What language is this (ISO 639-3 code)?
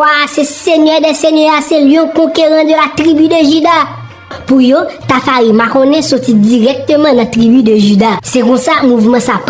hat